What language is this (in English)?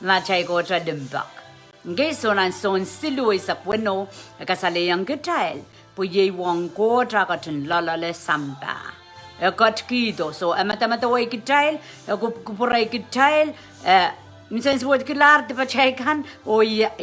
Pohnpeian